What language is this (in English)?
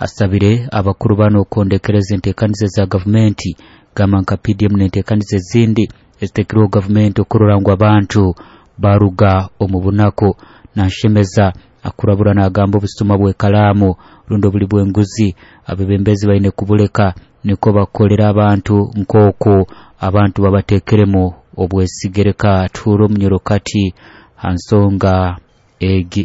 Nyoro